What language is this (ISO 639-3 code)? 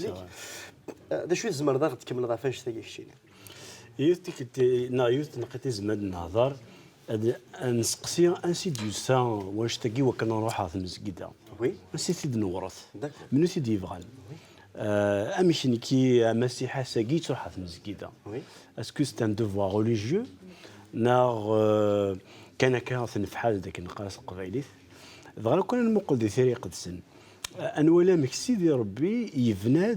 kab